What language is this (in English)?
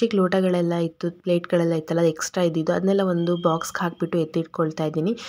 Kannada